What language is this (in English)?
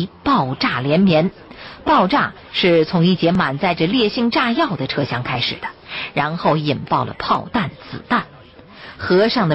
Chinese